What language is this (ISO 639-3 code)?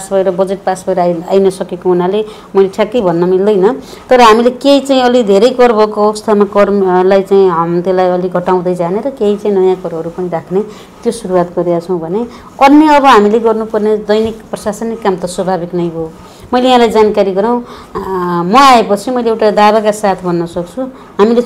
nep